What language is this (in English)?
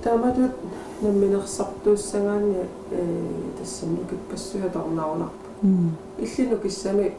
Kalaallisut